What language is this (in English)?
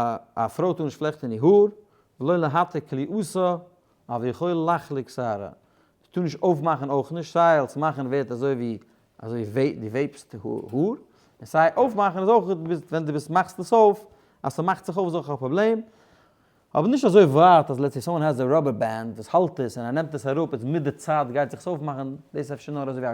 Yiddish